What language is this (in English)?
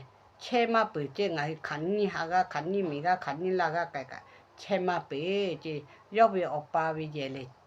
Lahu